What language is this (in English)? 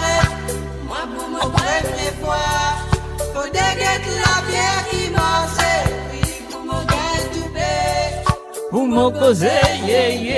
Morisyen